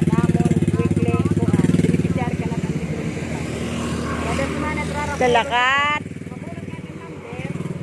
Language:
Waray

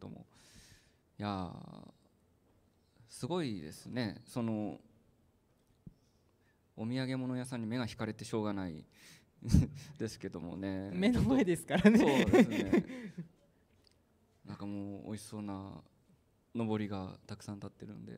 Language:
Japanese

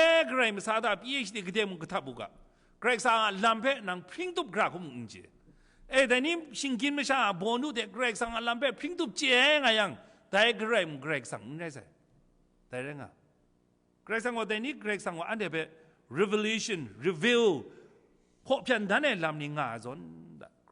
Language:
Kachin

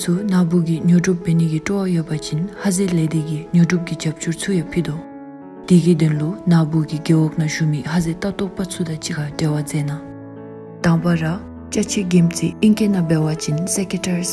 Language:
Dzongkha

